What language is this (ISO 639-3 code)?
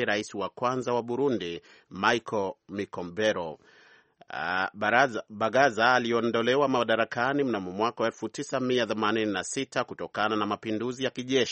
swa